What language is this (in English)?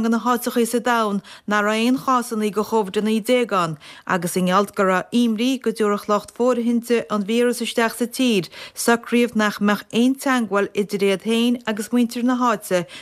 Irish